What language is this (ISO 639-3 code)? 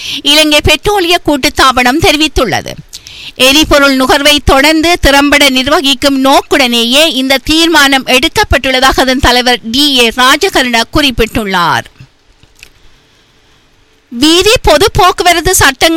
tam